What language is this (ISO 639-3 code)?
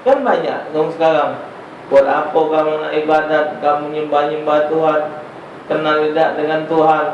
mui